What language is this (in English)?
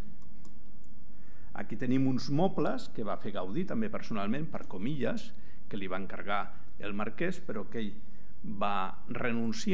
Catalan